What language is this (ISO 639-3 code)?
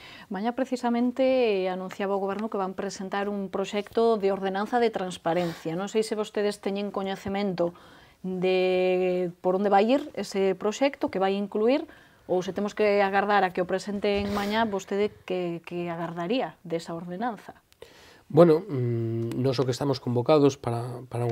glg